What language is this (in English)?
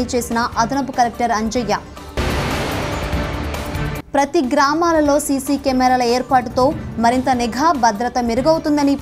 Telugu